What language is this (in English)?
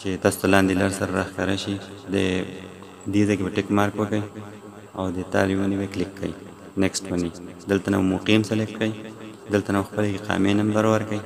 Pashto